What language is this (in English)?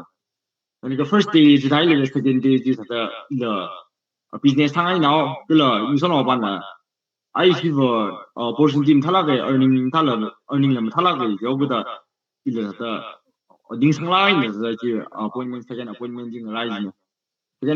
Tangkhul Naga (India)